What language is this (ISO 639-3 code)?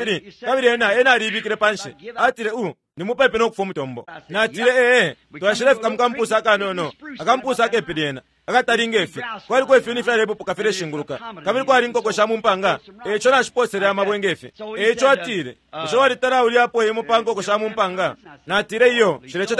bem